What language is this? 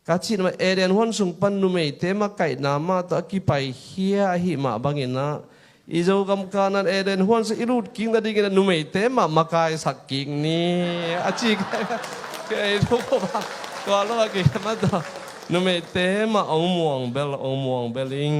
Tedim Chin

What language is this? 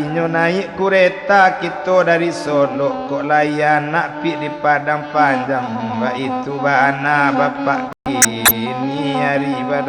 Minangkabau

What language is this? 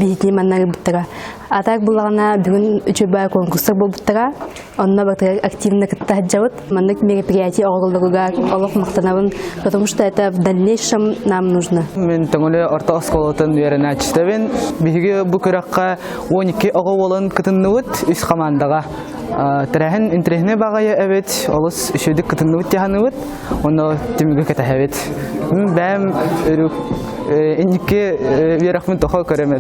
Yakut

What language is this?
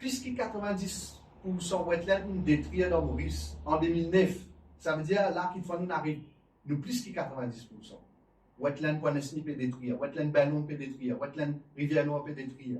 Morisyen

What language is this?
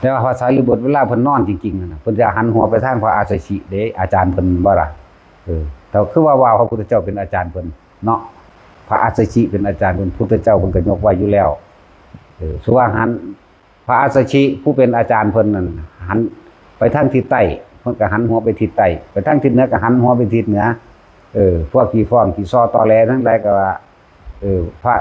Northeastern Thai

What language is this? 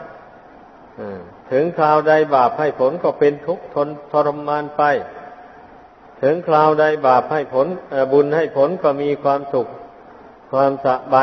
Thai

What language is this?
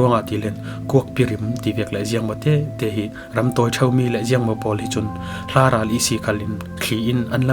Falam Chin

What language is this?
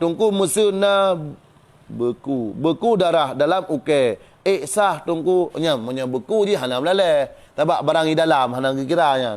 Achinese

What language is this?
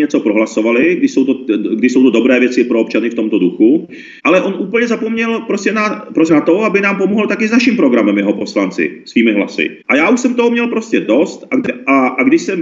Czech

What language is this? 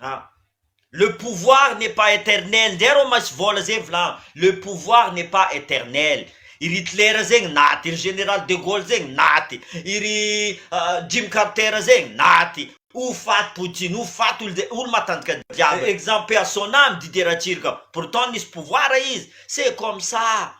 Malagasy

